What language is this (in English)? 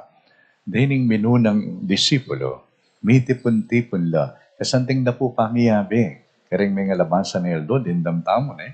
Pampanga